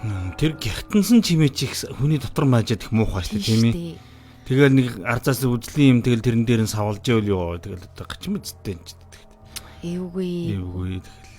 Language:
Mongolian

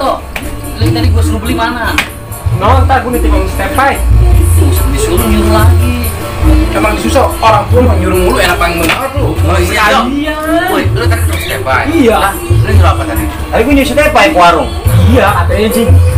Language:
Betawi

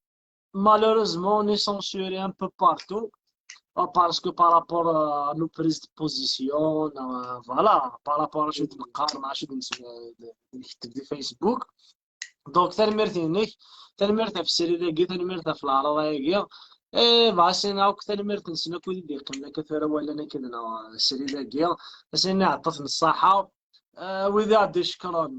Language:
Kabyle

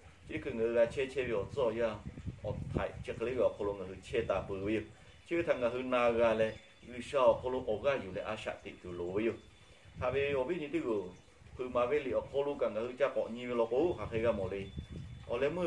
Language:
Lahu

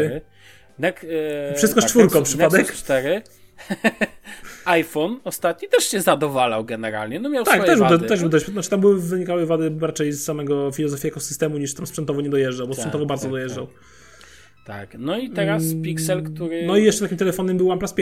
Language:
Polish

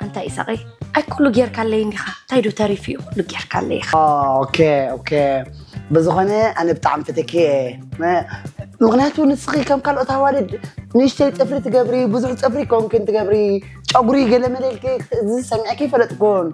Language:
Tigrinya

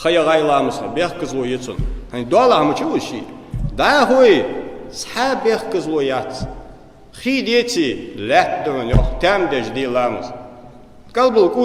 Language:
Ingush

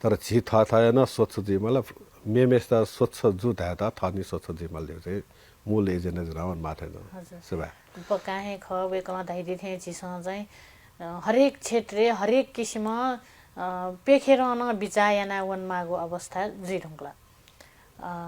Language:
Newari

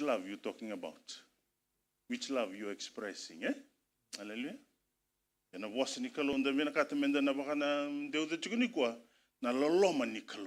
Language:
Fijian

